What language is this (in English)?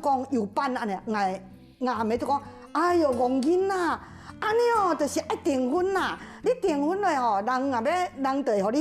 Hakka Chinese